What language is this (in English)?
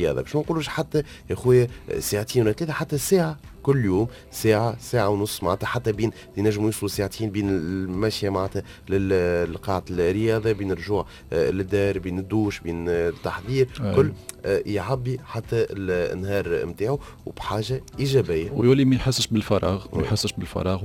Tunisian Arabic